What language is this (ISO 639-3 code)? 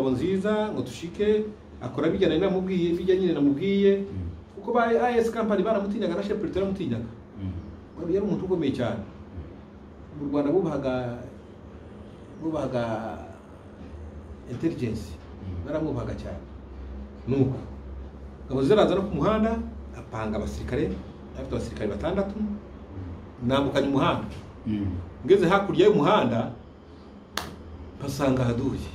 kin